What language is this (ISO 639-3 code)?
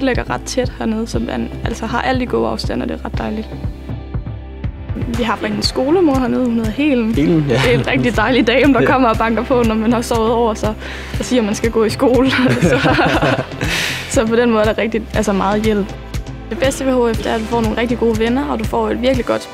dan